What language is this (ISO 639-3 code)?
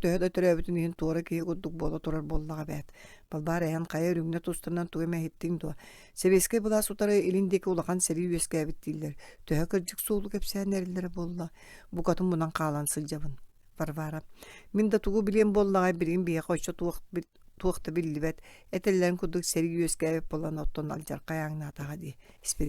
sah